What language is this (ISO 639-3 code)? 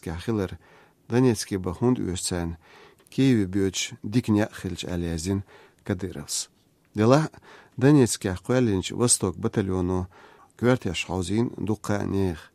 che